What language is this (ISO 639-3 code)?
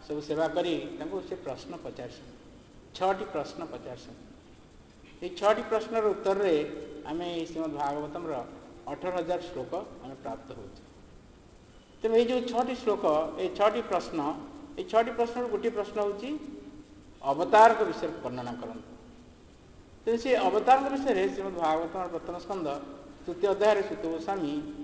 ori